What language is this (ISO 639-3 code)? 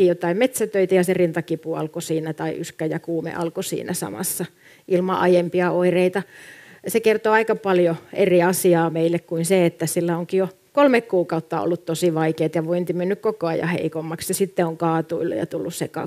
fin